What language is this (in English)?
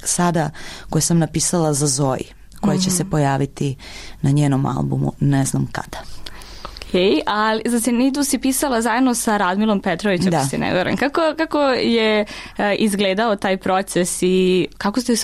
Serbian